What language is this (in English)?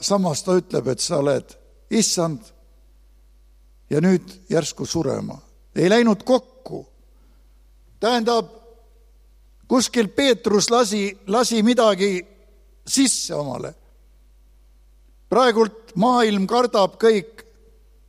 Estonian